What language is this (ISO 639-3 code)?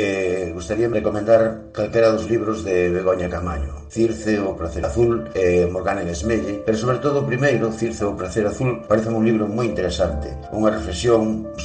glg